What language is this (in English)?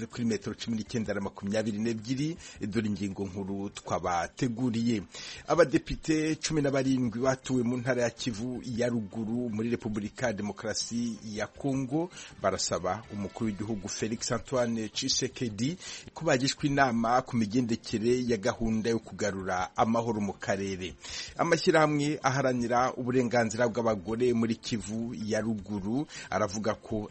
Kinyarwanda